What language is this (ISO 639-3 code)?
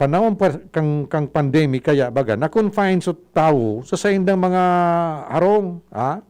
bik